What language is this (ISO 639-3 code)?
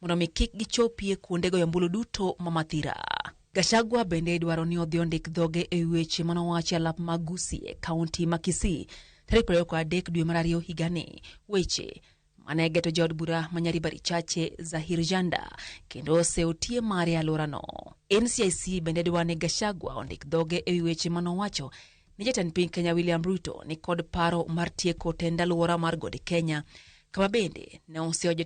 luo